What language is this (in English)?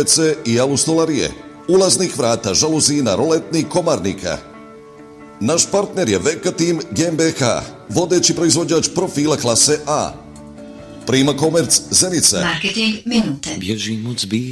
Bosnian